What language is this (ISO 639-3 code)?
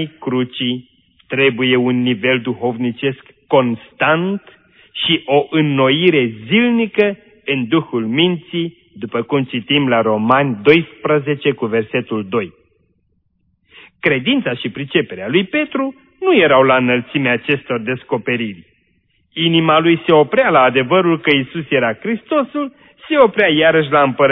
ron